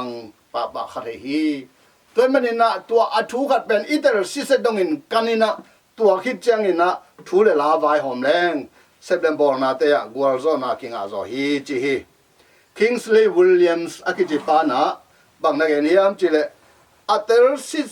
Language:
Tedim Chin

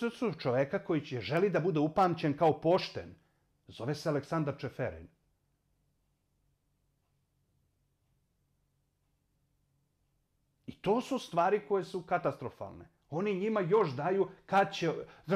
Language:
Serbian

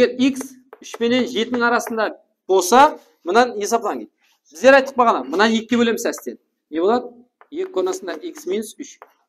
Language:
Kara-Kalpak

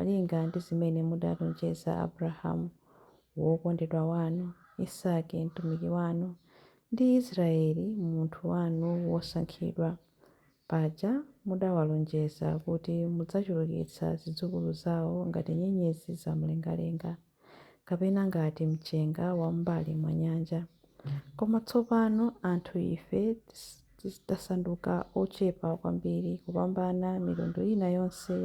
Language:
Nyanja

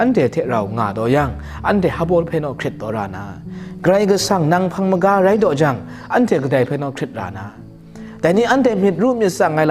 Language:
Kachin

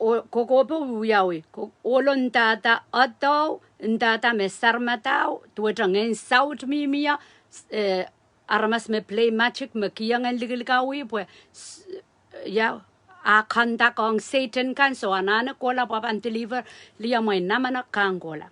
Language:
Pohnpeian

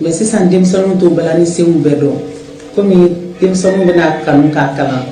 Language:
Bambara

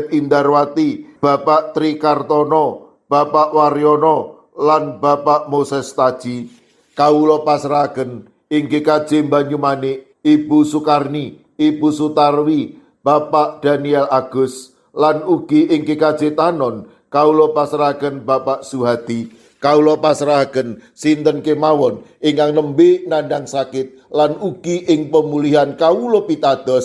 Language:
Javanese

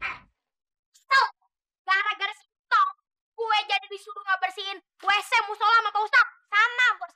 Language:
Betawi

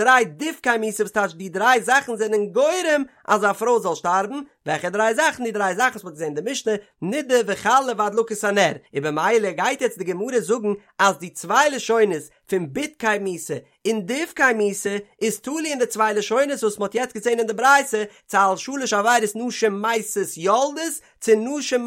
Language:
Yiddish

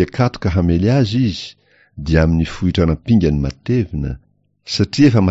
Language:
Malagasy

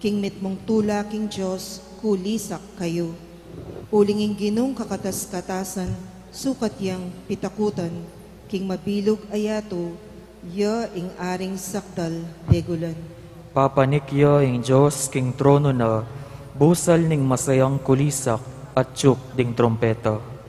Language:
Pampanga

